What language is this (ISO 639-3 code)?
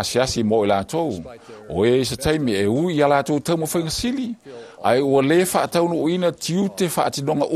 smo